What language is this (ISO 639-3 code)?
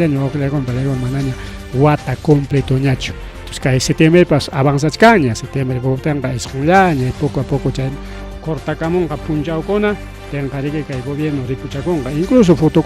quy